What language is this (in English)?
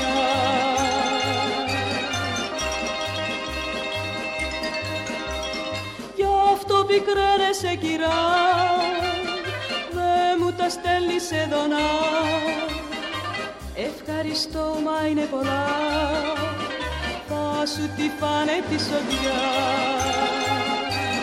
Greek